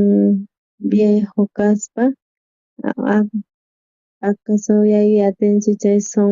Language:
South Bolivian Quechua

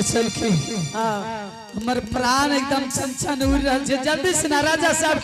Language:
Angika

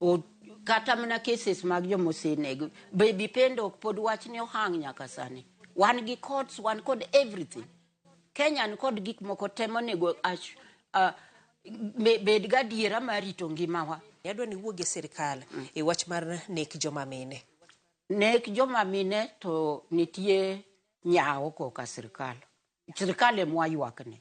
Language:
Luo (Kenya and Tanzania)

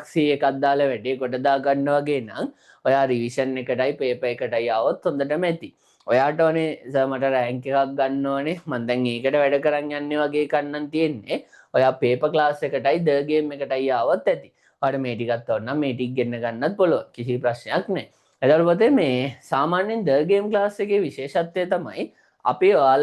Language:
Sinhala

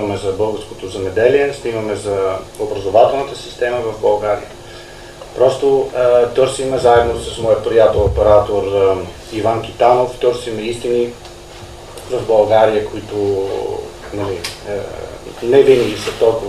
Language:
Bulgarian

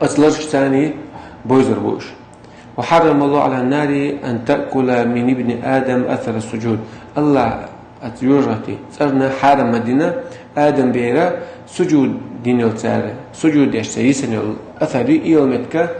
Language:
Chechen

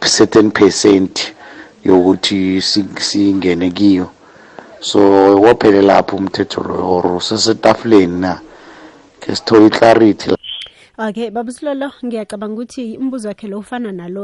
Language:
South Ndebele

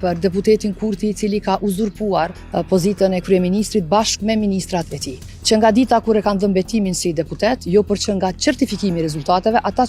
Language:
Albanian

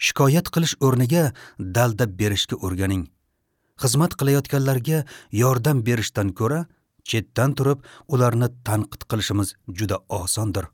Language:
Uzbek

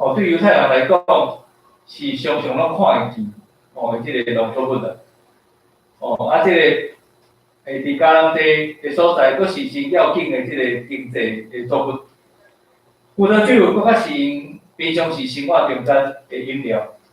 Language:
Min Nan Chinese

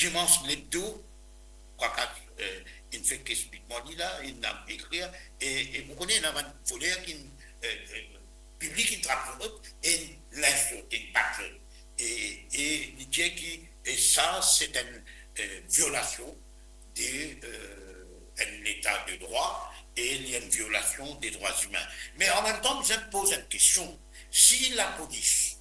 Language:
Morisyen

